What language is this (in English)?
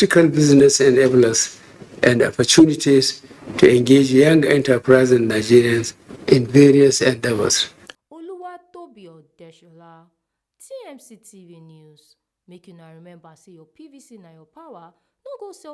Nigerian Pidgin